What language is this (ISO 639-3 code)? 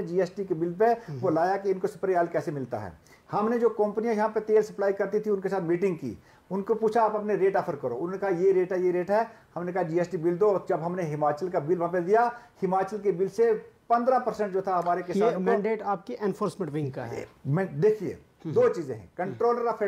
hin